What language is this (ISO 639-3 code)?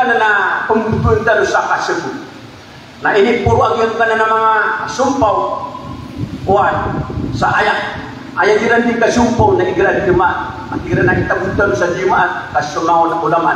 mrw